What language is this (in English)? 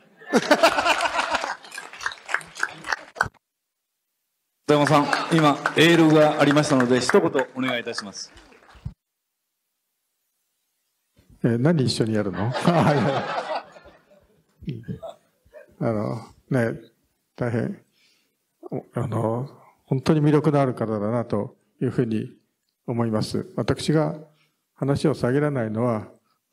Japanese